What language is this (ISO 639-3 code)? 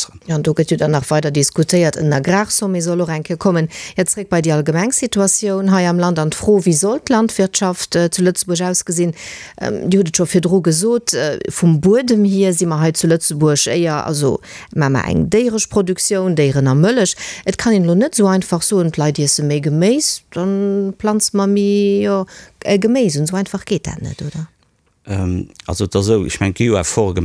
ltz